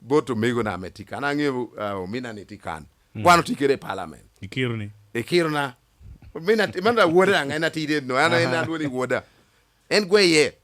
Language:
Lango (Uganda)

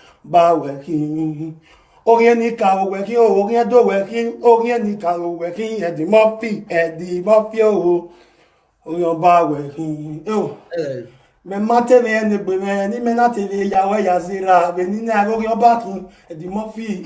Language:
Nigerian Pidgin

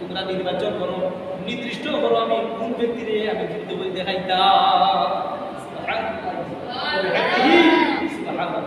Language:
Sylheti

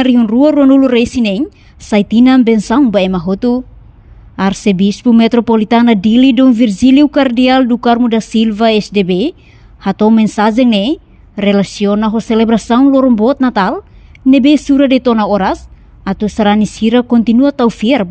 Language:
Tetum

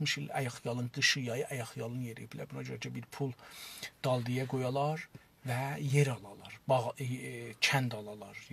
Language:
South Azerbaijani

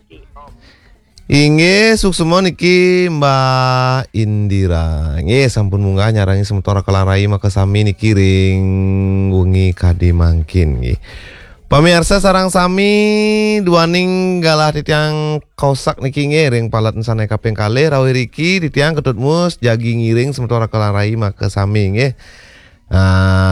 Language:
Balinese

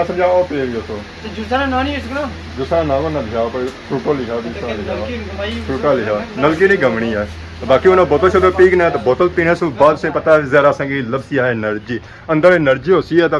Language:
Pahari-Potwari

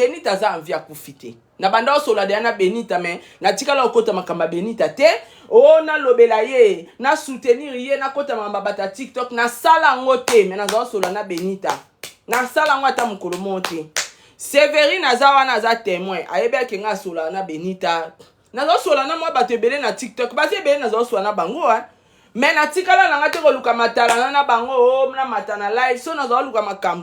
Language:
Lingala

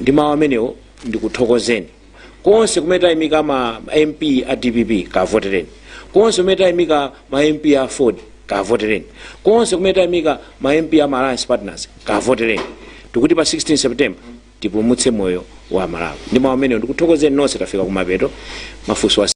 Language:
Nyanja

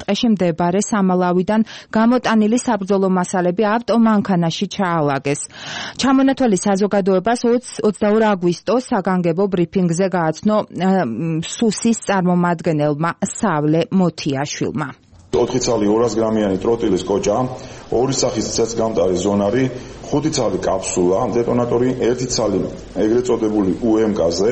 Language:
Georgian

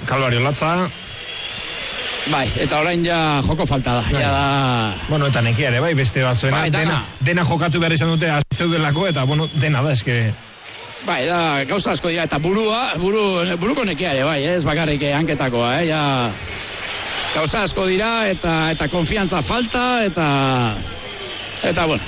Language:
Basque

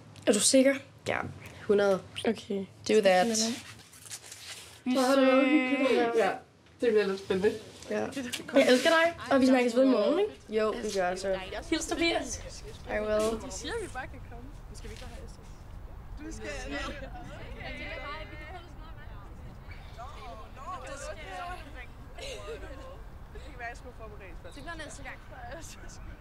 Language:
Danish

